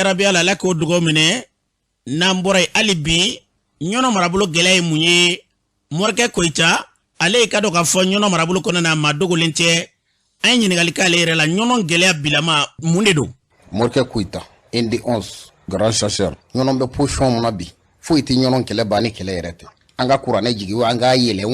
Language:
Bambara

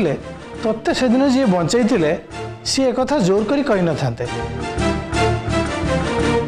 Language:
Odia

